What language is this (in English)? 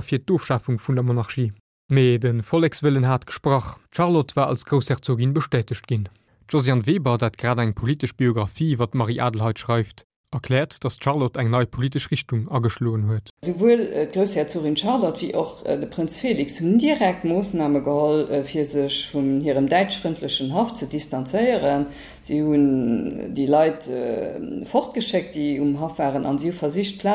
Luxembourgish